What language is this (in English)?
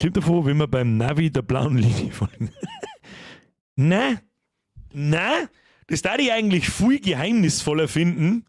Bavarian